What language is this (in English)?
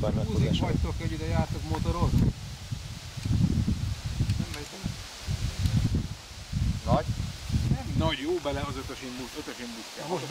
Hungarian